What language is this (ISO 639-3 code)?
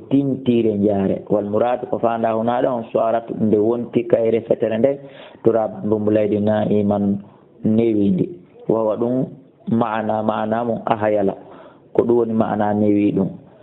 ful